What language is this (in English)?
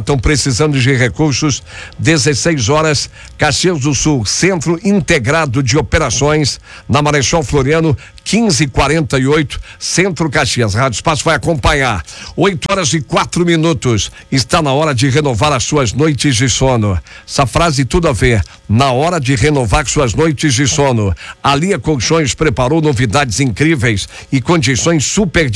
Portuguese